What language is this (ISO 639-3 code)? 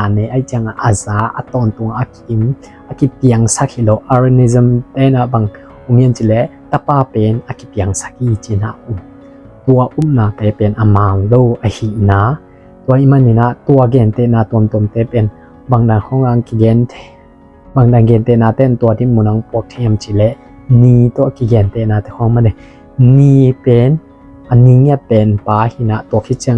ctd